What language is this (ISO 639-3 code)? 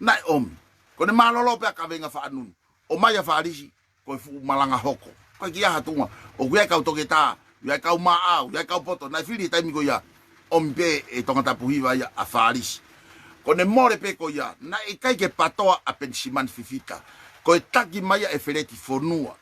ton